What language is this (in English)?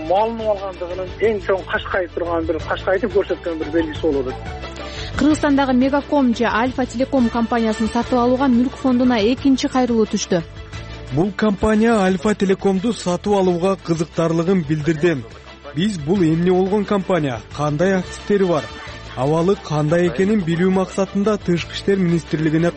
Kyrgyz